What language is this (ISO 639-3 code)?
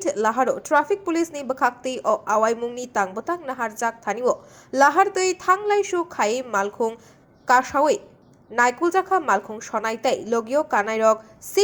trp